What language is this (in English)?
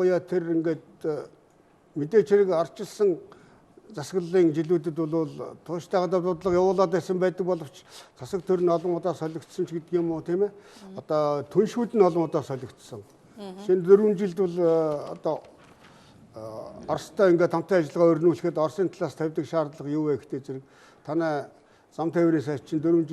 Mongolian